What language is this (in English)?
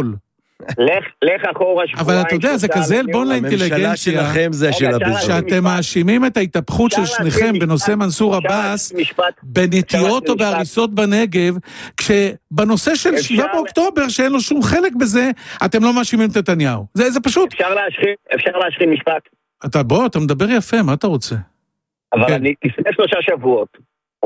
Hebrew